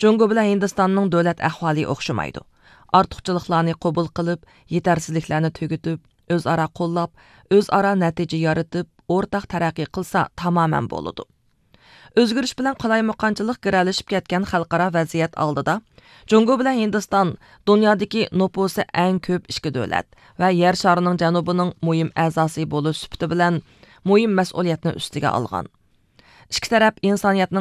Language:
Uyghur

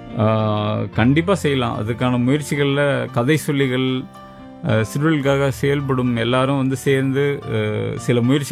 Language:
Tamil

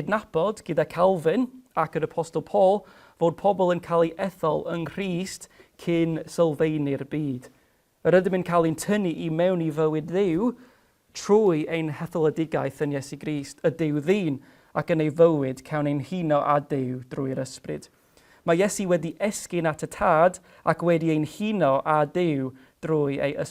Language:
Welsh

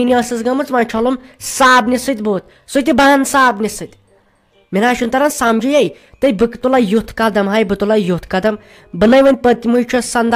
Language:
Kashmiri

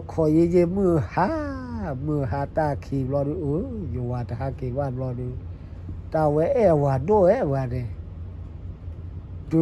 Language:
S'gaw Karen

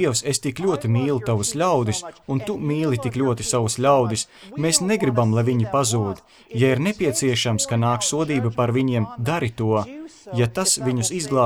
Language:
Latvian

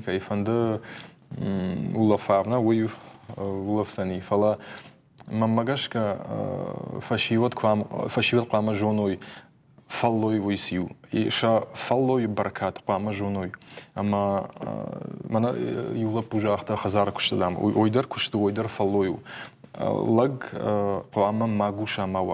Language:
Ossetic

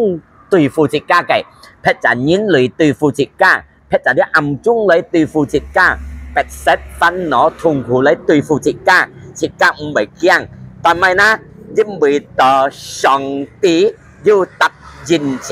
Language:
Hakka Chinese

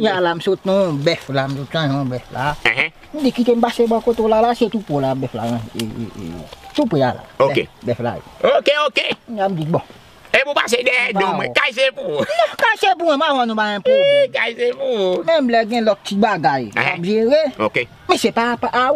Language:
Haitian Creole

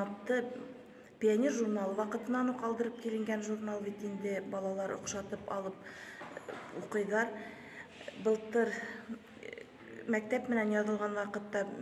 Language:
Bashkir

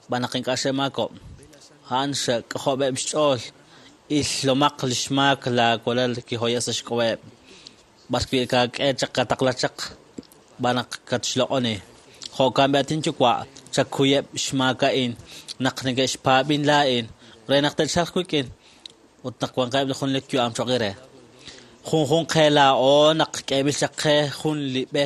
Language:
Kekchí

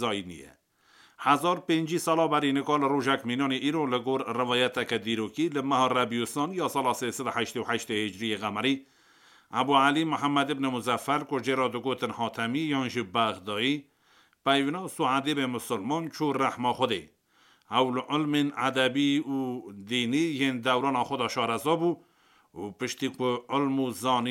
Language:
Kurdish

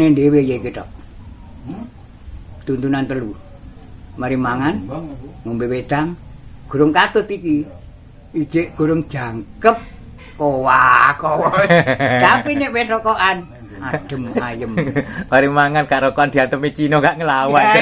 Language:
Javanese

